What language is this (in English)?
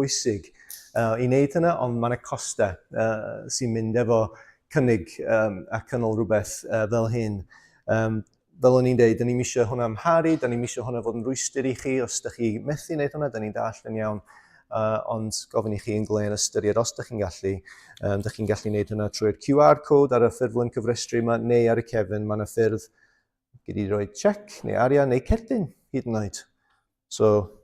Welsh